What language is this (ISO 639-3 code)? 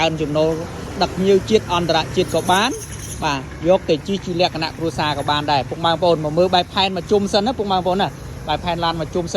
khm